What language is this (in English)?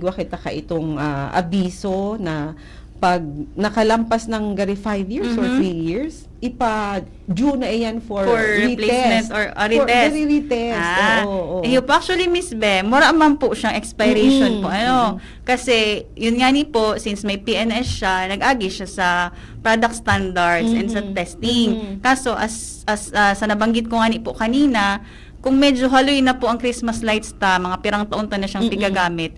Bikol